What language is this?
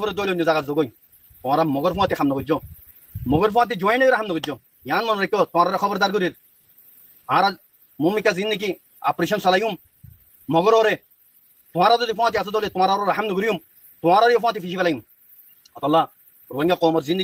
Rohingya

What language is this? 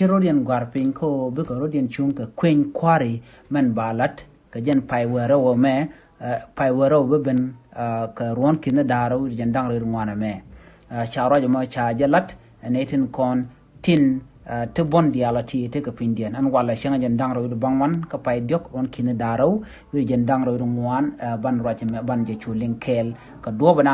Nuer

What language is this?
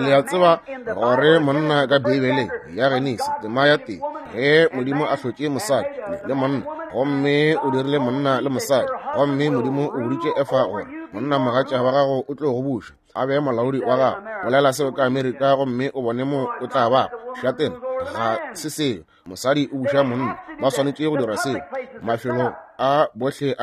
Northern Sotho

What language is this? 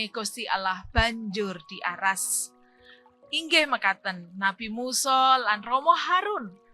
Javanese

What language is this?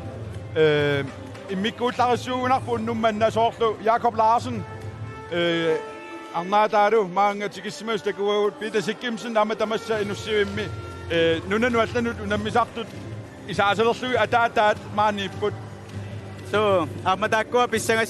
Kalaallisut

